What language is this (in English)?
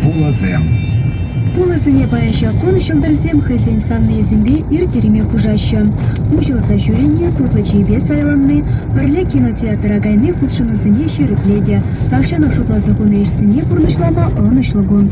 Chuvash